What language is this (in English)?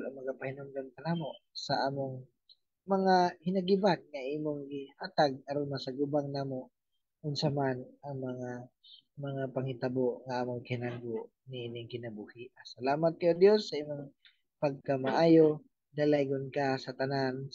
Cebuano